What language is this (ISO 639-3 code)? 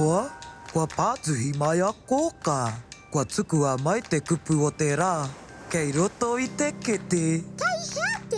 mri